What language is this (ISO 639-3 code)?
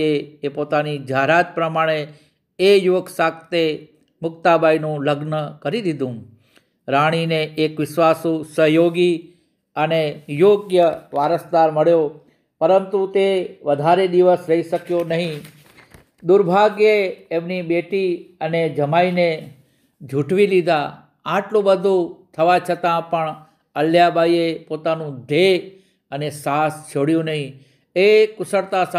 guj